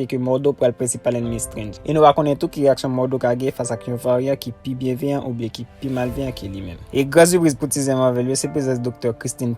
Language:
Haitian Creole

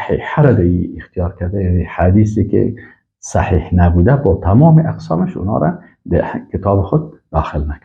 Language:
Persian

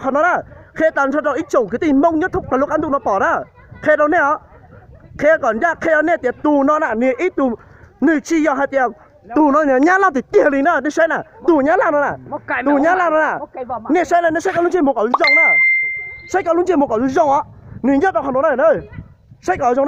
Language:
Hmong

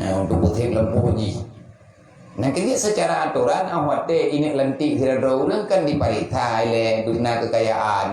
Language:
Achinese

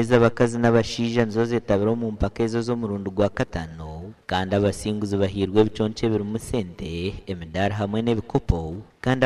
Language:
Nyankole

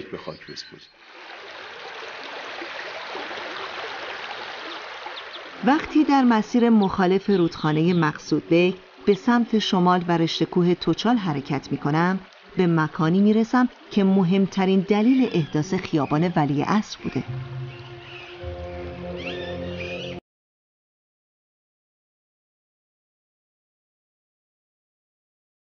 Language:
Persian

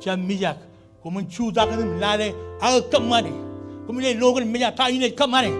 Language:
Marshallese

